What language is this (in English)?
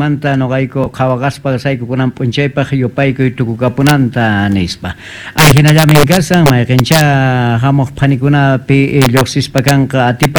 South Bolivian Quechua